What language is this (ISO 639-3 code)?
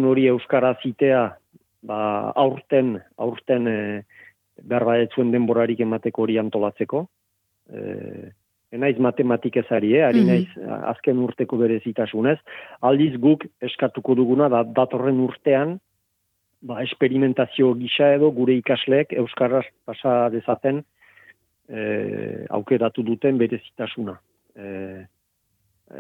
eus